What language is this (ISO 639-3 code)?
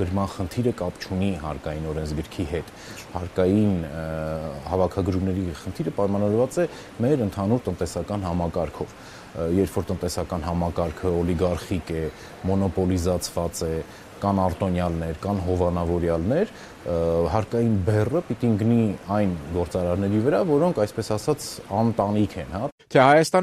hye